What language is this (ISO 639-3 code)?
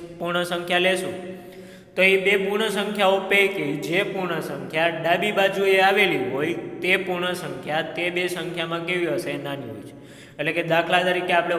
guj